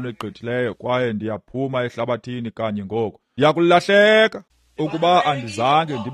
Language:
Xhosa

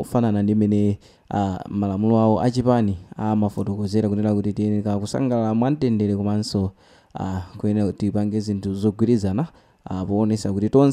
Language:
Nyanja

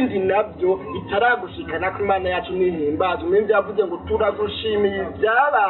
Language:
Rundi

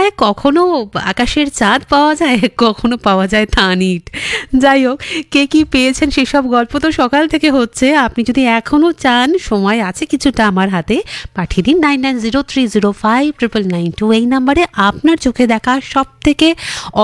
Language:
Bangla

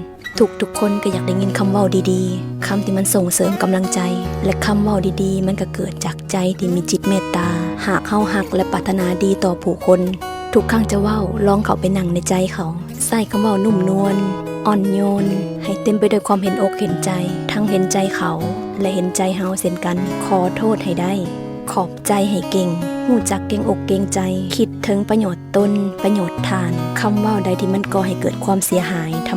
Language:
Lao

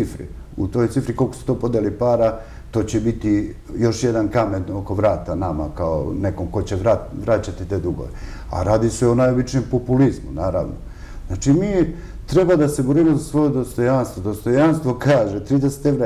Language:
Serbian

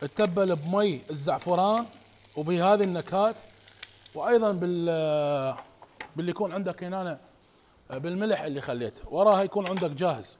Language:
Mesopotamian Arabic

